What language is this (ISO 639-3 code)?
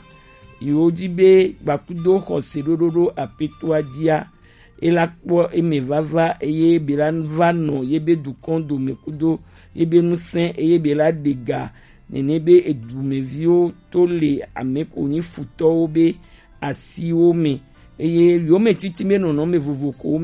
gej